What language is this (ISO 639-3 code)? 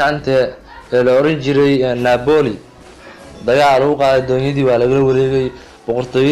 som